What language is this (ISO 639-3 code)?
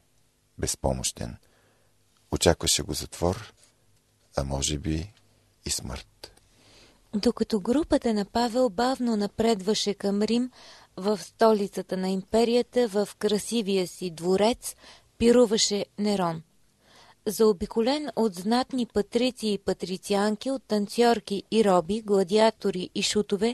bul